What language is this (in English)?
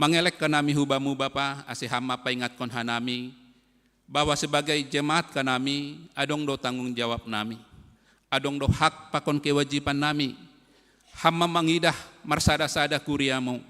Batak Simalungun